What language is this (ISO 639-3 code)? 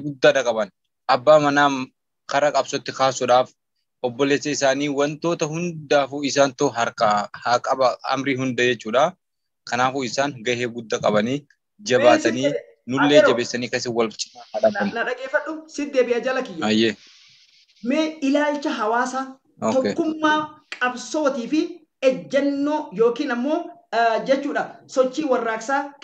orm